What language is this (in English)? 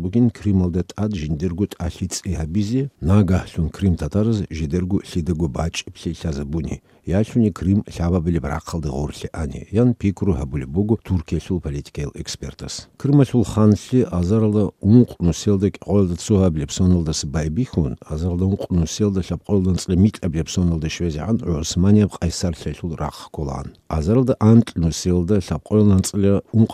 Avaric